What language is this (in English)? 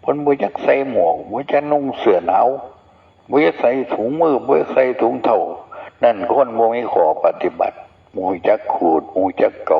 Northeastern Thai